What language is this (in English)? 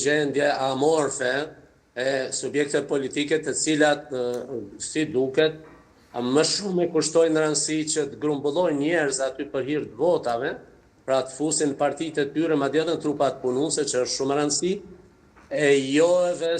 Albanian